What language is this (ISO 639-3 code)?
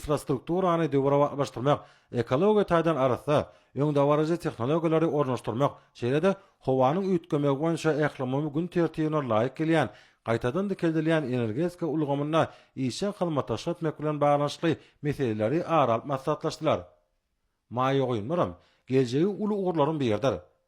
tuk